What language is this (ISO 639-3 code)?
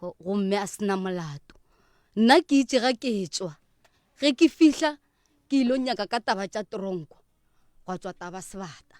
nso